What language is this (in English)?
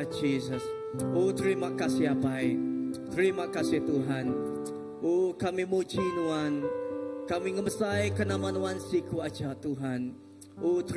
Iban